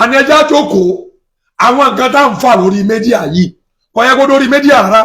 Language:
Yoruba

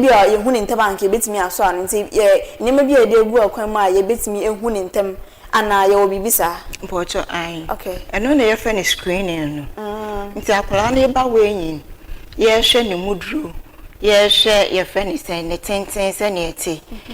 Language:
Akan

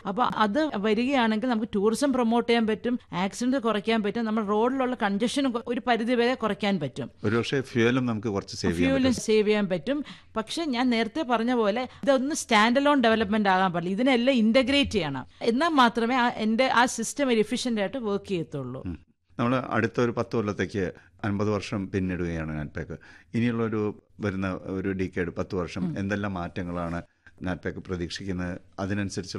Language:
Malayalam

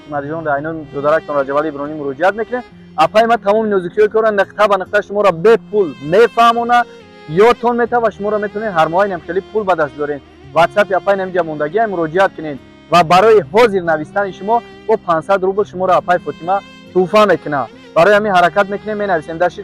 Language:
Tajik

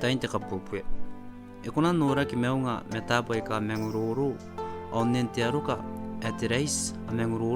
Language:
Gilbertese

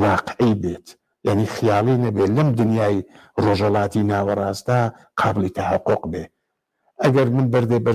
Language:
Central Kurdish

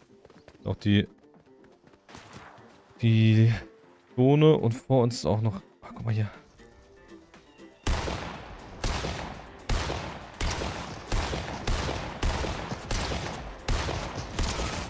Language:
German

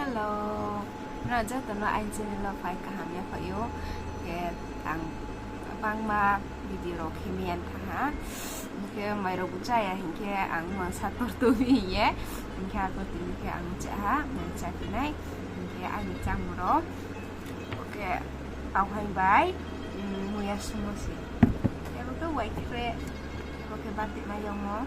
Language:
Riang (India)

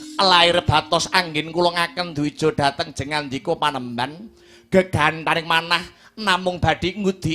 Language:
Javanese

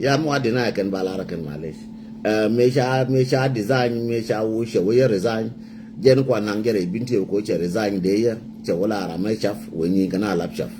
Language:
Nuer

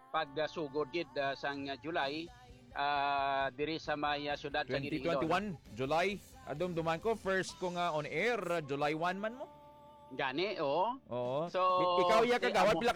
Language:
Hiligaynon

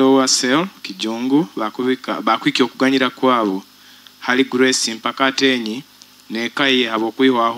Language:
Nyoro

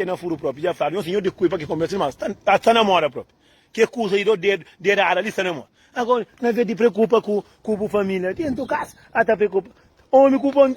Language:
Kabuverdianu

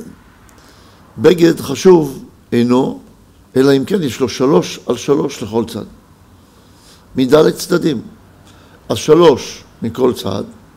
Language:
Hebrew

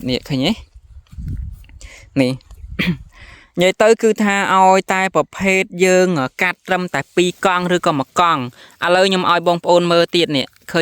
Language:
Khmer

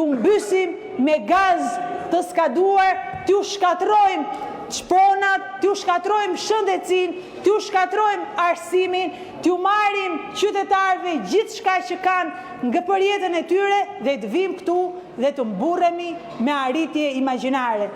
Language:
Albanian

